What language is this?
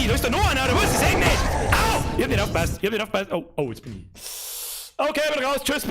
Bavarian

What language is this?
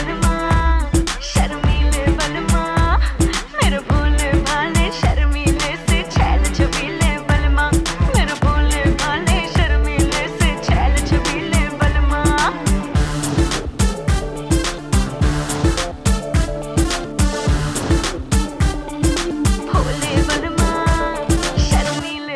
Hindi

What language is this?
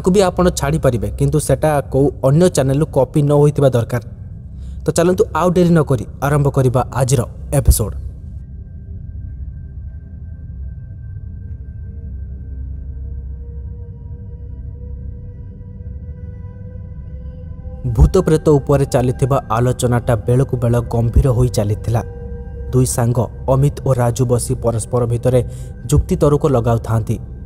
Odia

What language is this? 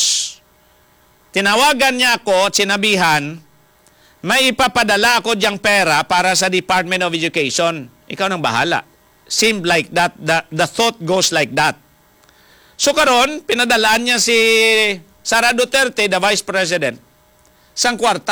Hiligaynon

